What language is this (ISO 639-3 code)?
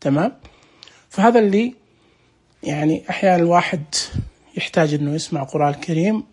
ars